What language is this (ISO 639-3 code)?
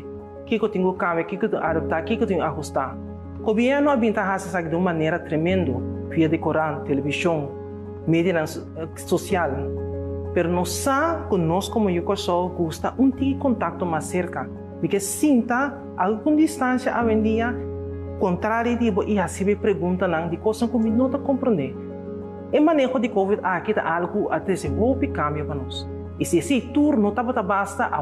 pap